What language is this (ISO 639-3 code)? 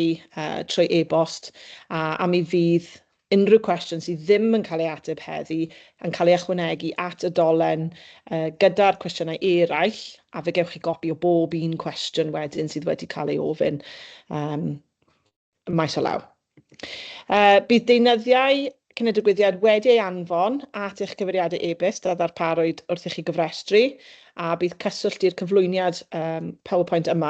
cym